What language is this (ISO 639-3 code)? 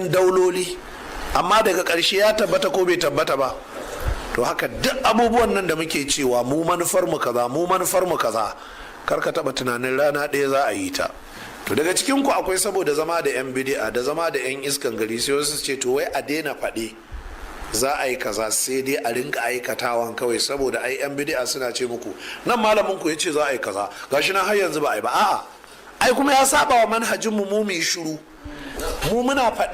hau